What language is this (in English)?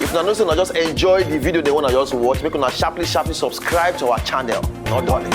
Nigerian Pidgin